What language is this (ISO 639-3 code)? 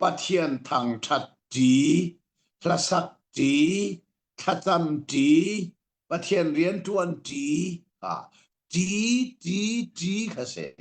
cnh